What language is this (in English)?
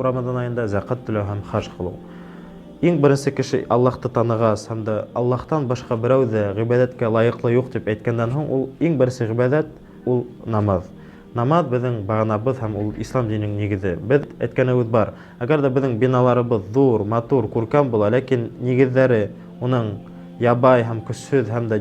Bashkir